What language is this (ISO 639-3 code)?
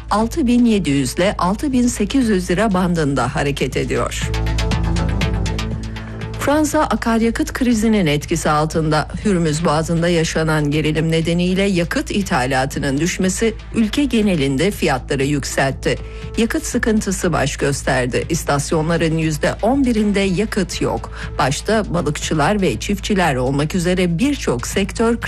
tur